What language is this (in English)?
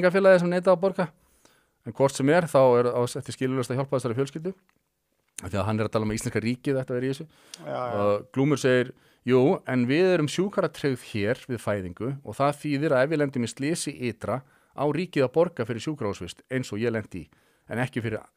Icelandic